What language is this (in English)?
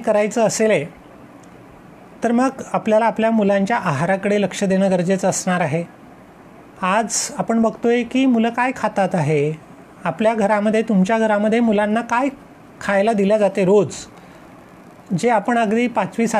Marathi